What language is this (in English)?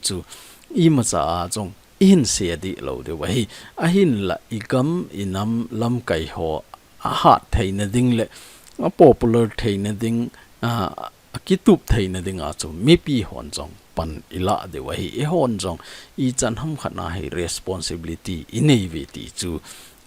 Thado Chin